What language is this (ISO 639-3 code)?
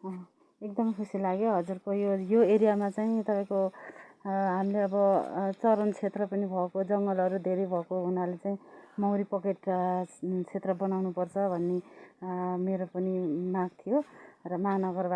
nep